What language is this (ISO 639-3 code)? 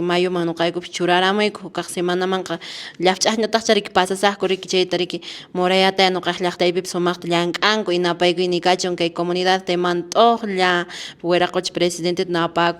que